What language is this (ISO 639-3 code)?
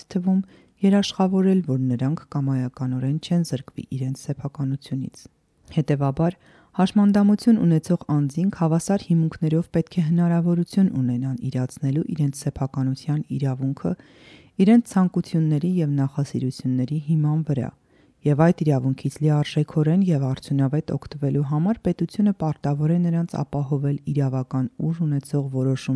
hye